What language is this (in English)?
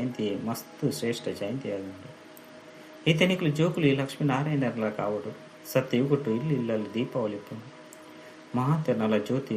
Tulu